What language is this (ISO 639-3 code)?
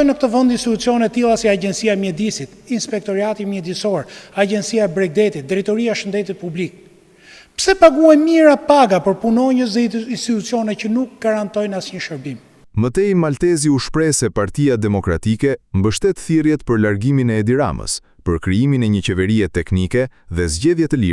sqi